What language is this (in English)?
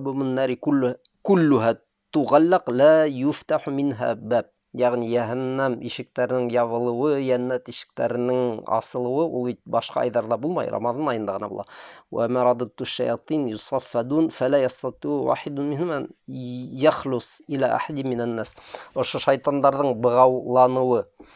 Bashkir